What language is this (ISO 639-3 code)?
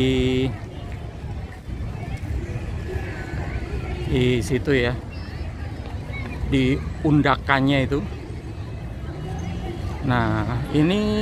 ind